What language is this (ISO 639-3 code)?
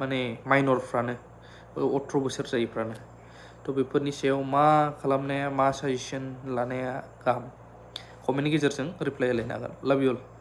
brx